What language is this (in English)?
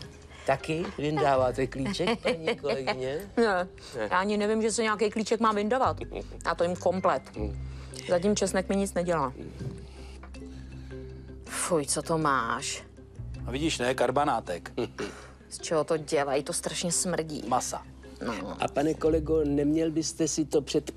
Czech